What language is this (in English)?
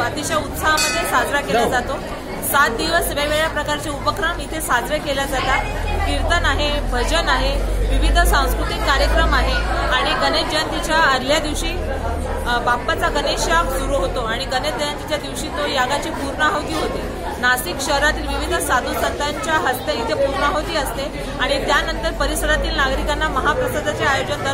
Marathi